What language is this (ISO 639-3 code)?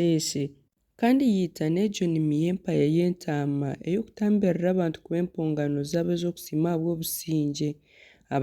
nyn